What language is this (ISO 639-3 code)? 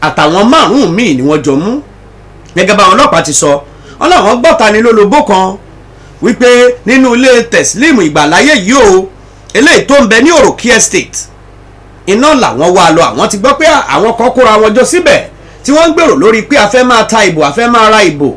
yor